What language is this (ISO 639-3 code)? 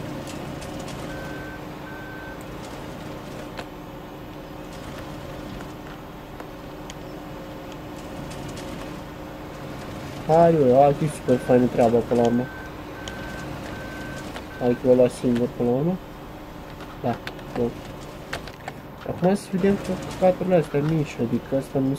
ron